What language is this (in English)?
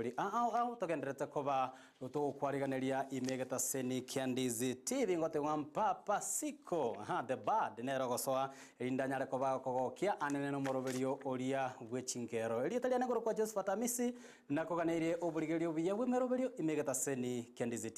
Gusii